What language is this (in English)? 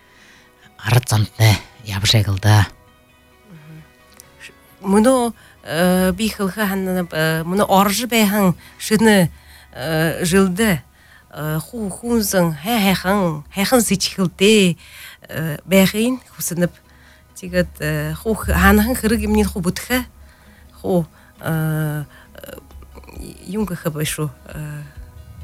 Buriat